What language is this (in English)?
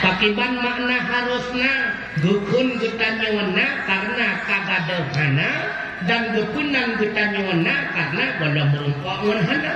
Achinese